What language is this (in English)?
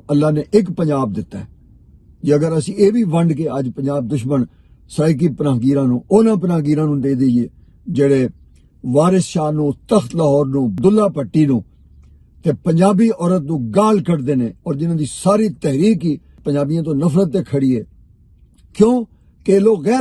Western Panjabi